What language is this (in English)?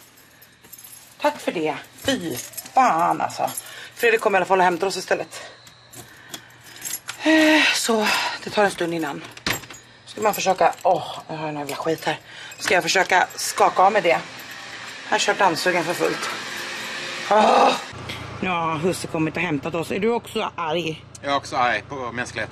Swedish